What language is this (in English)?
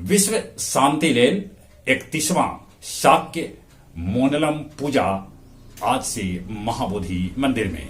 Magahi